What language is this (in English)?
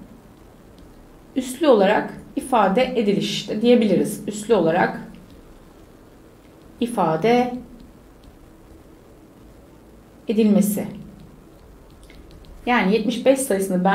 Turkish